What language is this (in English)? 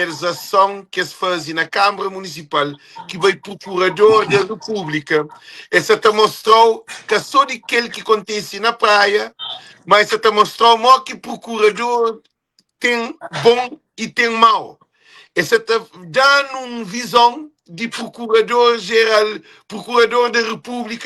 Kabuverdianu